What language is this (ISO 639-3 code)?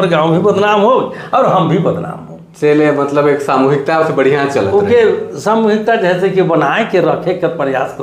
sck